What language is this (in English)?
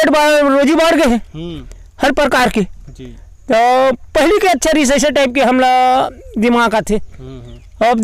Chhattisgarhi